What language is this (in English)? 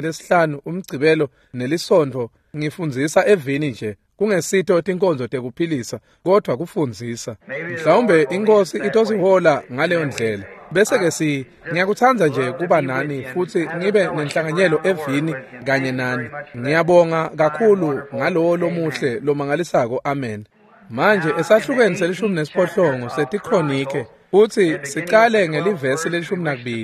Swati